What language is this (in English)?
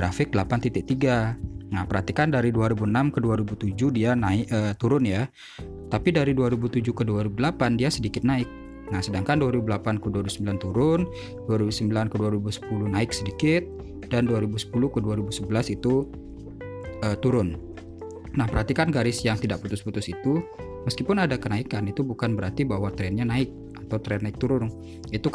Indonesian